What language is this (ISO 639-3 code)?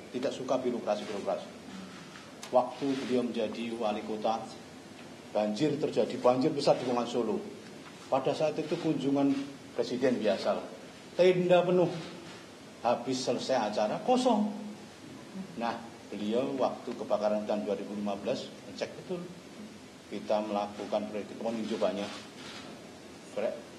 ind